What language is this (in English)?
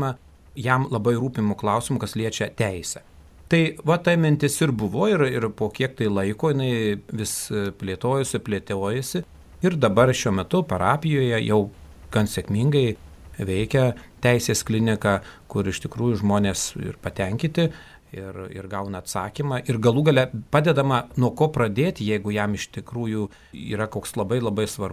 Lithuanian